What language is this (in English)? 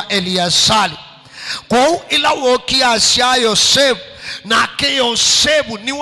Kamba